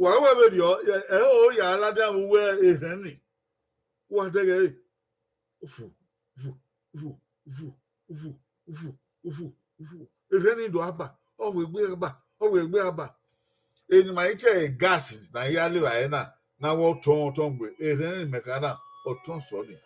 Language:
Bini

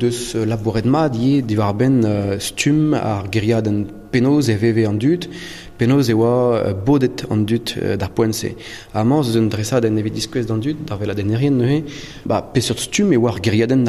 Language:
Breton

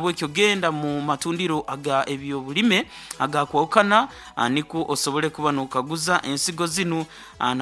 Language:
Nyoro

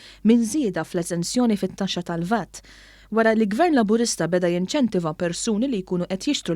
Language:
Maltese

